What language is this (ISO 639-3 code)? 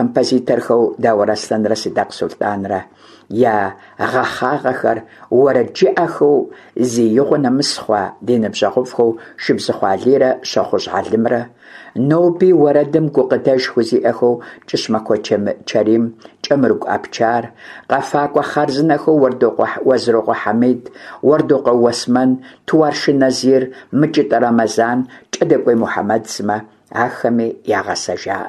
kbd